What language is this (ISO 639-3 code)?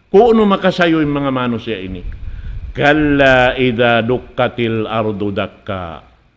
tsg